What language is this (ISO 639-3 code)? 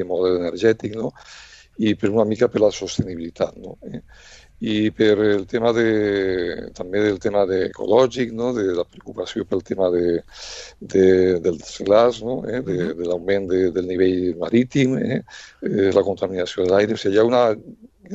cat